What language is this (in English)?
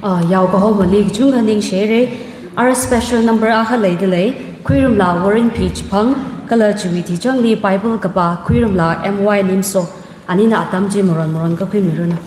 Tangkhul Naga (India)